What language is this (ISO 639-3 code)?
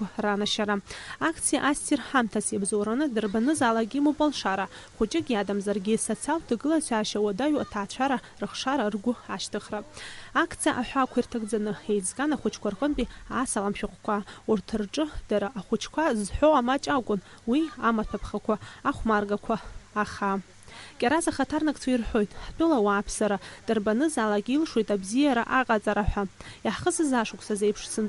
abk